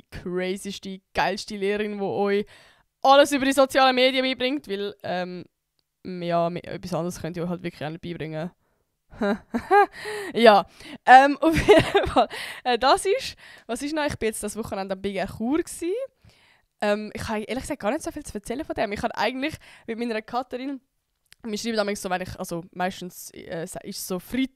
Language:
Swiss German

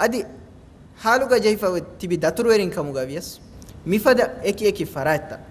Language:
Divehi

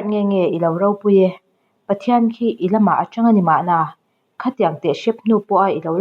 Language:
Mizo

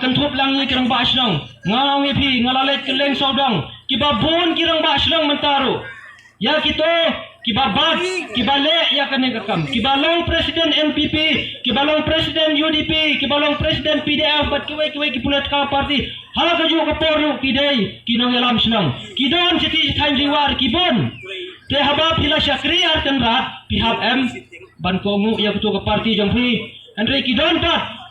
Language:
Khasi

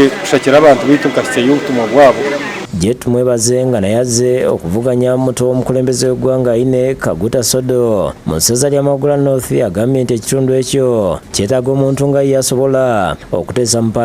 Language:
Ganda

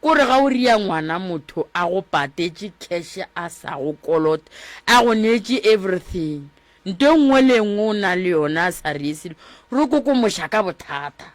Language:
Northern Sotho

